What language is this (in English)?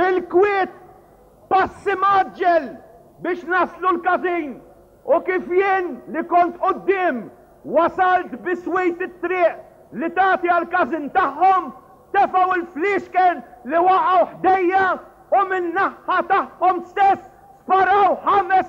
Maltese